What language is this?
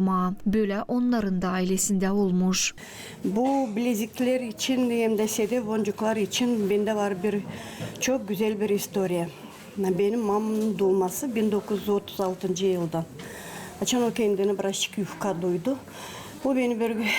Gagauz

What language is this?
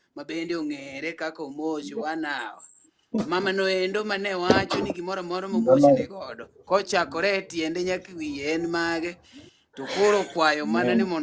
Luo (Kenya and Tanzania)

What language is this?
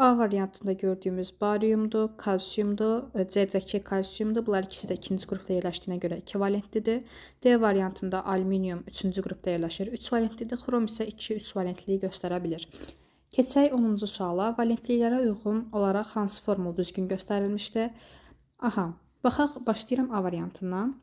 Azerbaijani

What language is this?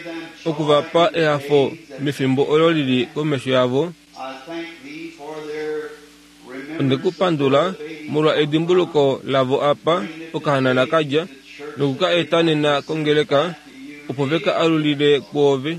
Kuanyama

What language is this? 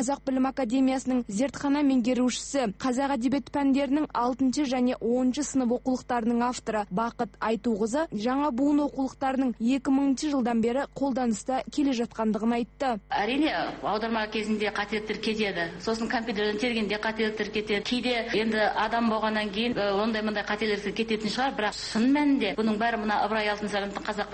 Kazakh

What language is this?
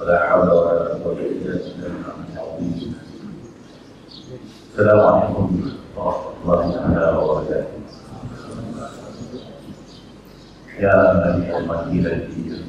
Malay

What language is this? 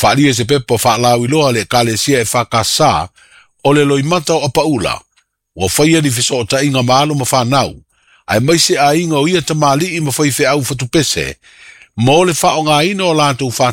Samoan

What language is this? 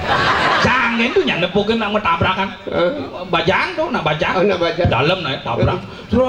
Balinese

